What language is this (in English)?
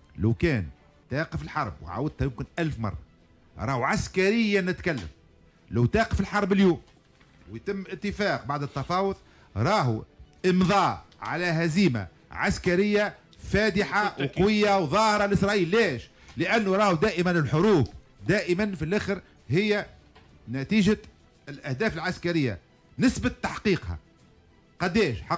Tunisian Arabic